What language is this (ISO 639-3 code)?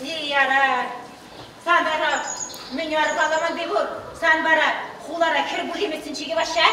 chv